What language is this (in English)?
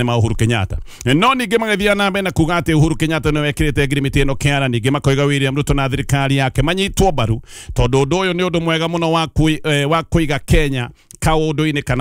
Kikuyu